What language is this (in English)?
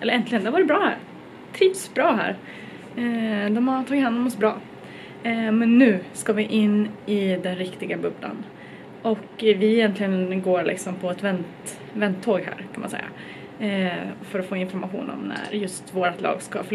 Swedish